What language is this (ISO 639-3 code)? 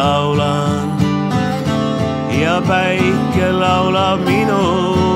est